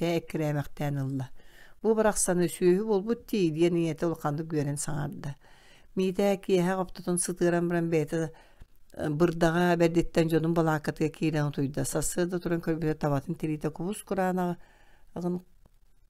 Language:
Yakut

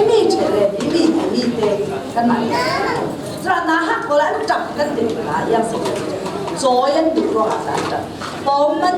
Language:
Falam Chin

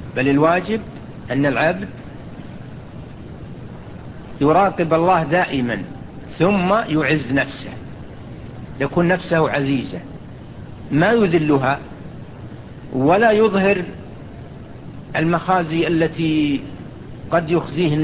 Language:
Arabic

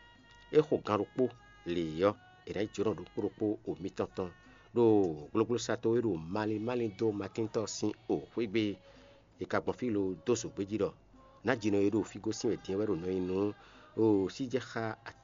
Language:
Fon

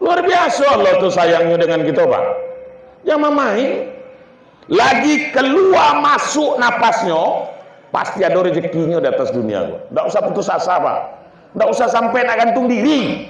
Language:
Minangkabau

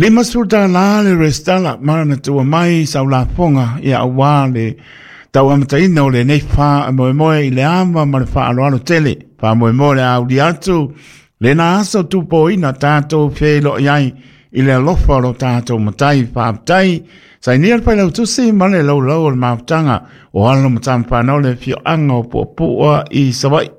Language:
Samoan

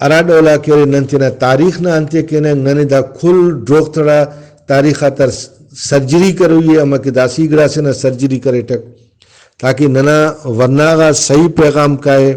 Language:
Brahui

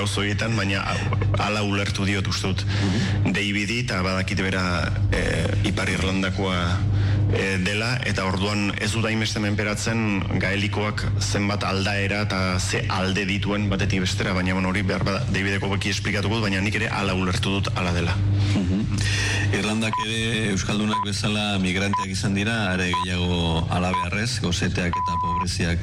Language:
Basque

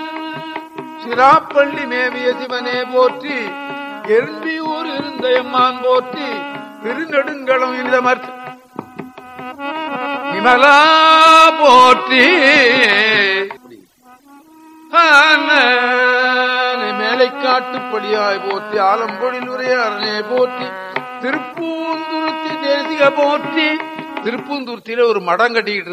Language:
Tamil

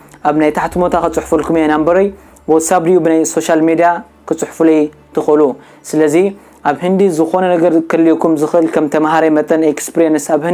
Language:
Tigrinya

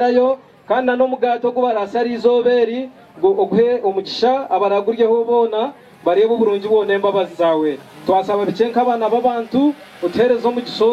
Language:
Ganda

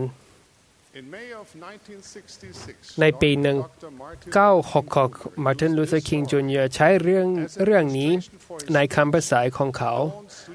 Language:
Thai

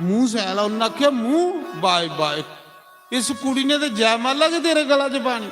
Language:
Dogri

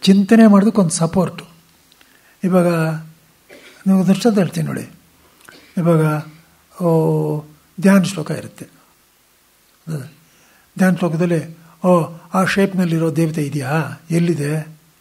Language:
Kannada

